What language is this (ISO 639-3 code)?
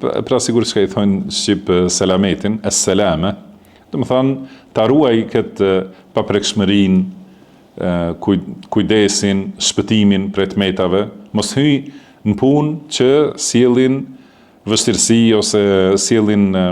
sqi